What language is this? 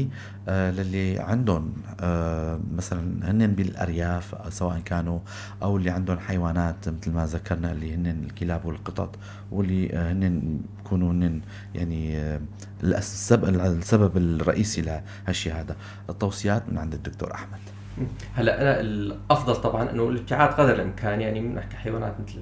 North Levantine Arabic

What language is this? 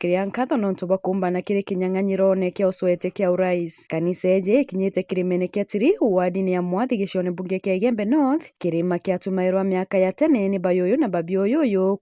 Meru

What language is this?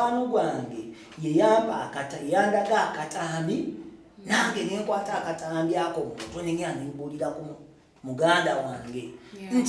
Ganda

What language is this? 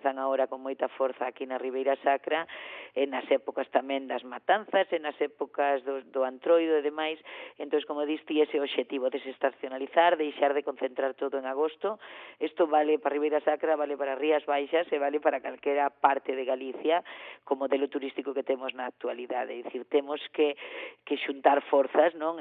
Galician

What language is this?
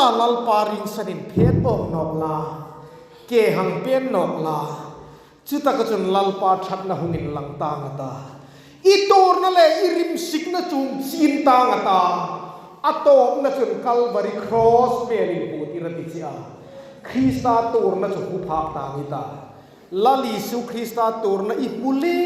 Hmar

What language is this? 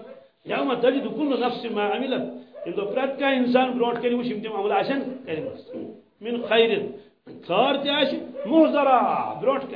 Kashmiri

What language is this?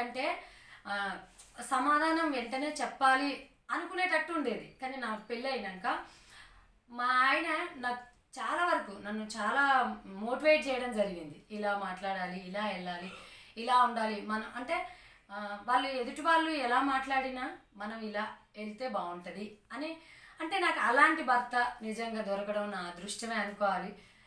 Telugu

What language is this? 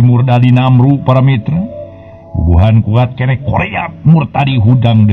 Sundanese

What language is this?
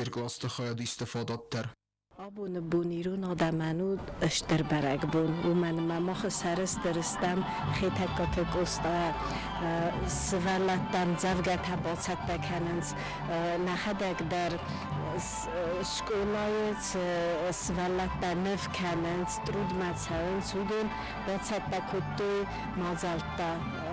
Ossetic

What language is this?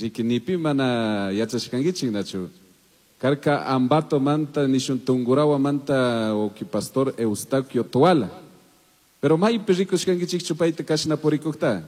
Chimborazo Highland Quichua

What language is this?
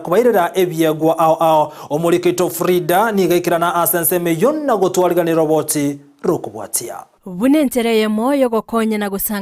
Gusii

